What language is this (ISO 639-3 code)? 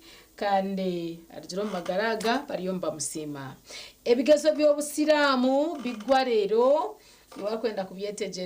nyn